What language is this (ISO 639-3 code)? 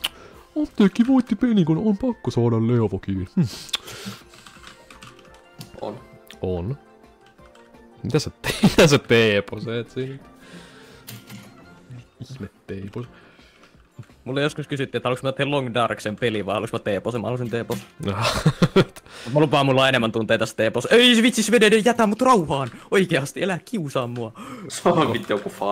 fin